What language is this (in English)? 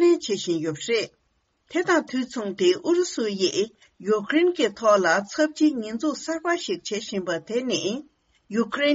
Tibetan